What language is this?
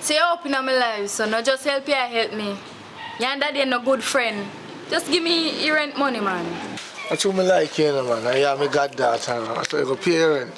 Jamaican Creole English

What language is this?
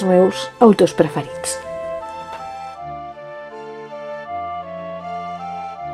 Catalan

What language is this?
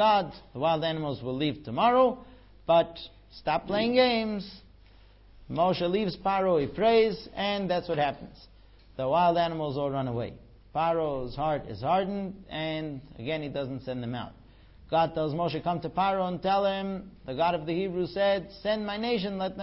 English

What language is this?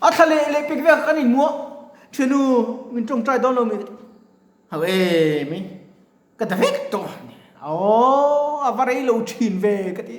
Mizo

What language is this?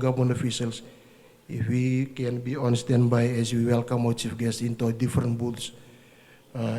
Fijian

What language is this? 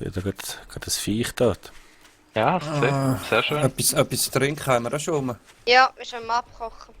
Swiss German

